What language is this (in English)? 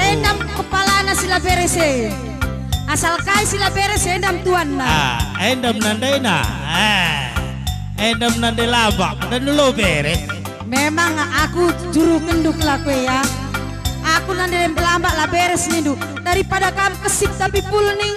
Batak Karo